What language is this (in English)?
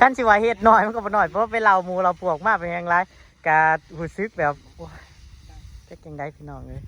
Northeastern Thai